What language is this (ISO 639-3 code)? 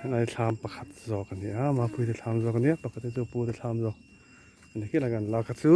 lus